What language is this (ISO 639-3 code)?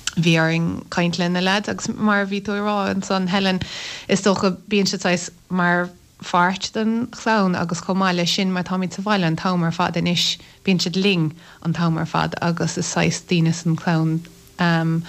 gle